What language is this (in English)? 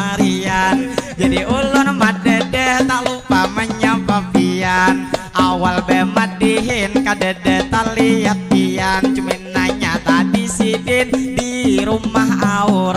Banjar